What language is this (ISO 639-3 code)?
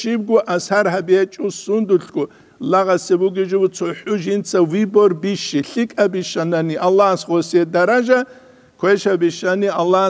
ava